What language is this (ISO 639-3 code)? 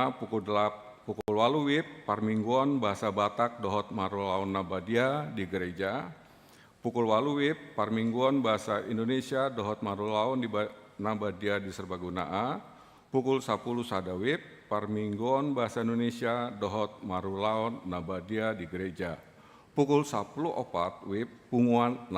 bbc